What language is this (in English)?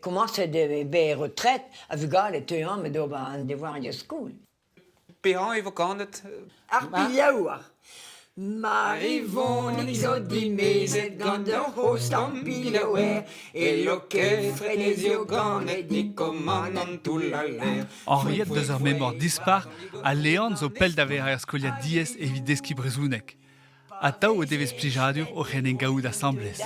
Breton